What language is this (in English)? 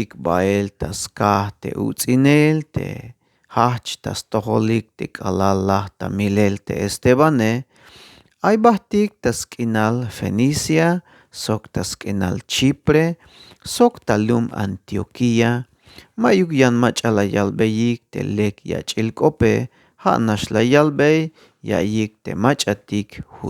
Tzeltal